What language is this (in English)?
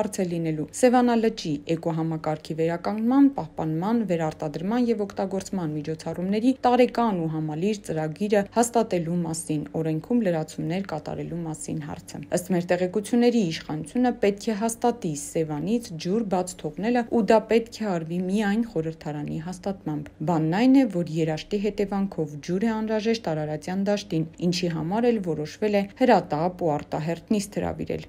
Armenian